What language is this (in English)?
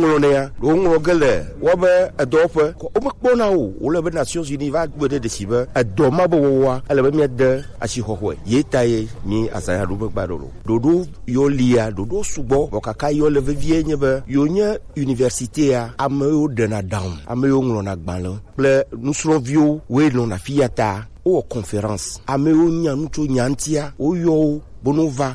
Gen